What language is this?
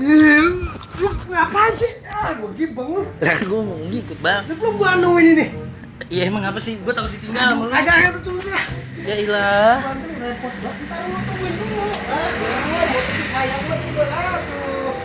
Betawi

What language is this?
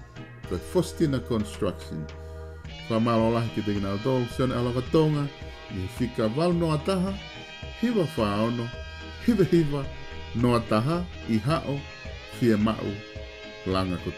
Tongan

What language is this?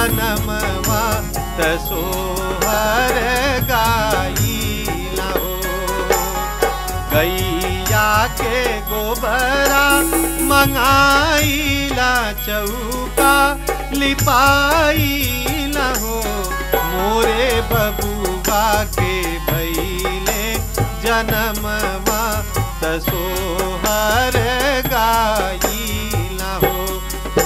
Bhojpuri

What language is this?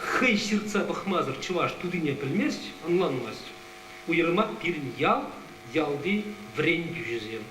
Chuvash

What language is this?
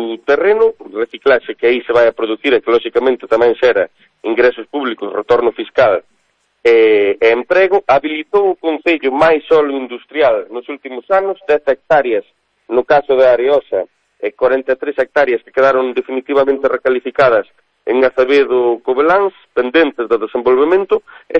Galician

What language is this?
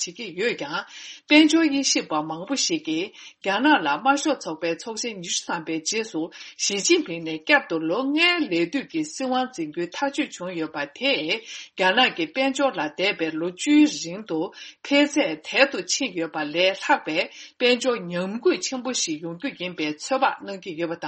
Tibetan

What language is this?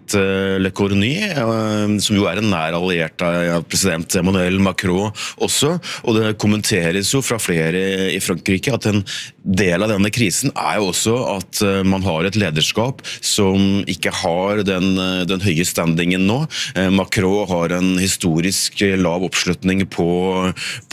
Norwegian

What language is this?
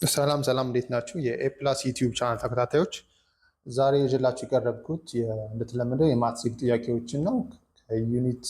Amharic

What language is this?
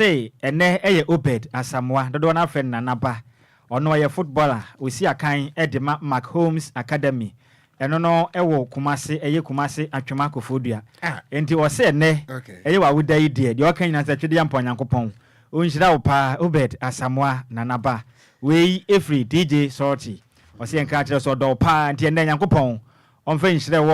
Akan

